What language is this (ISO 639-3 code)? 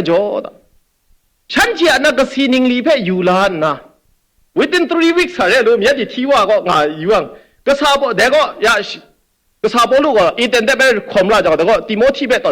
kac